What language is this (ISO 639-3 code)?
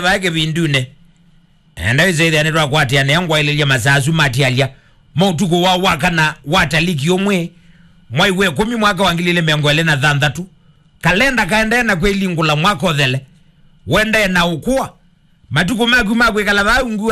kam